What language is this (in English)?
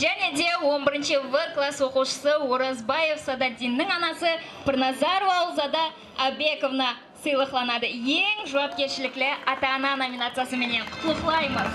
Kara-Kalpak